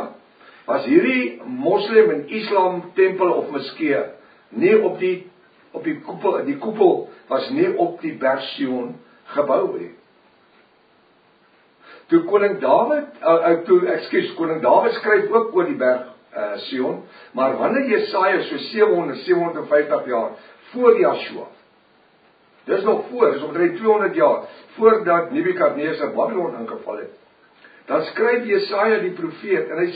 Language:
Afrikaans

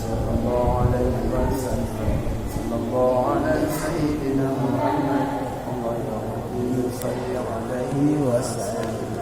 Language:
Achinese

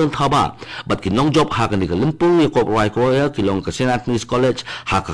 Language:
Khasi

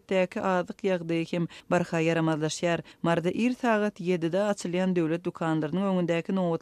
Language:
Turkmen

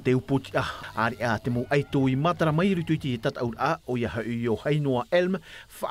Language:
Tahitian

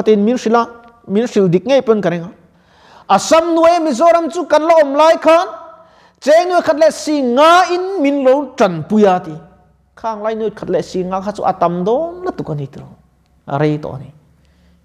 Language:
Mizo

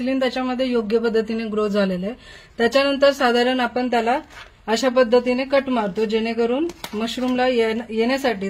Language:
Marathi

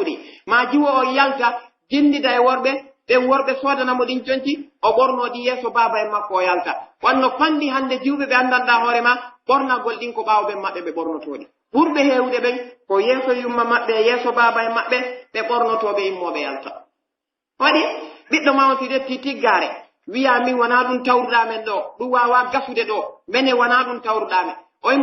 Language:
Pular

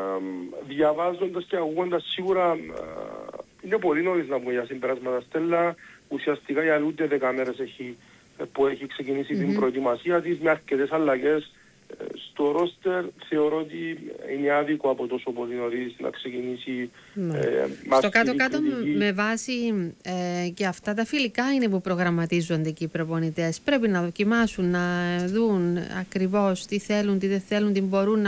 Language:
Greek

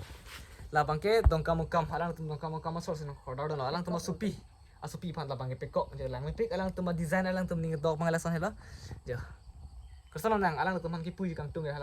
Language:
Karbi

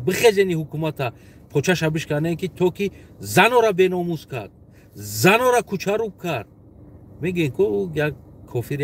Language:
Tajik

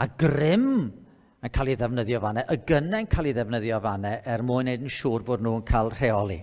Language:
Welsh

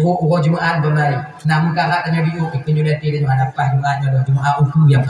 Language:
Achinese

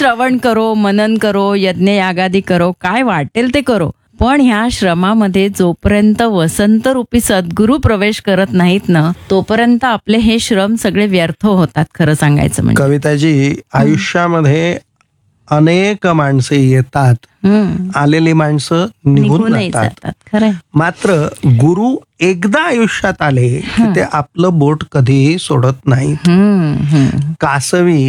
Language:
Marathi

